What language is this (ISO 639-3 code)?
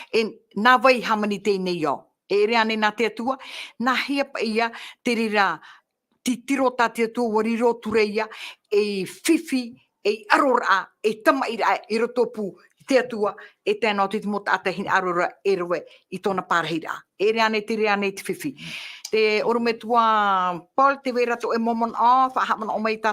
tah